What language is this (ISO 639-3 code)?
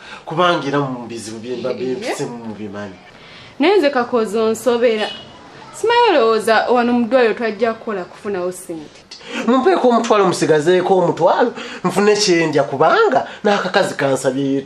lug